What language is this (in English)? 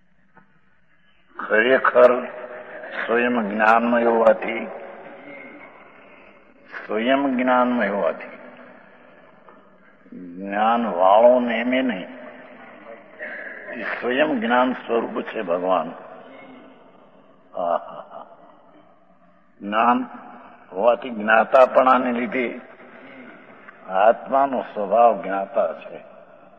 Gujarati